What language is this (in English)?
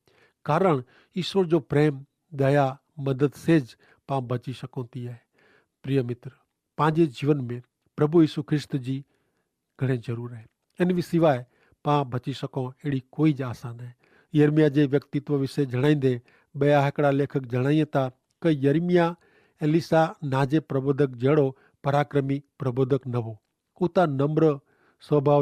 Kachhi